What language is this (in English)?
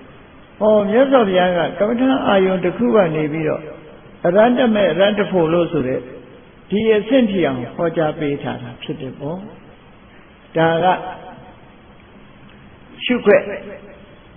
Burmese